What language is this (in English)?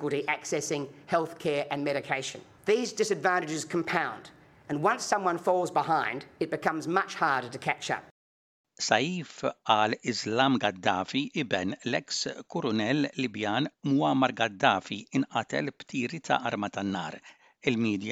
Maltese